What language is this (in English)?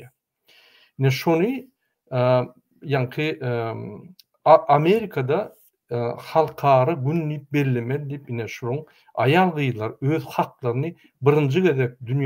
Turkmen